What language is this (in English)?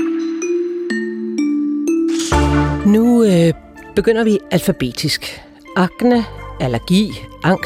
Danish